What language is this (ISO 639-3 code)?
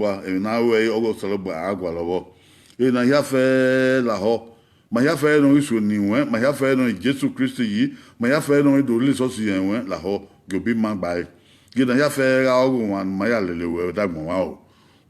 bin